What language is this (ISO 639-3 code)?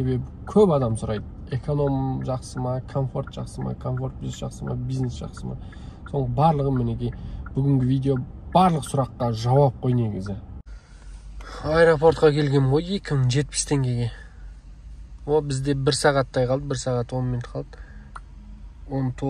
kaz